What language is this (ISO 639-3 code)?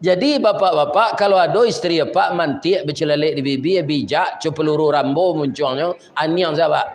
min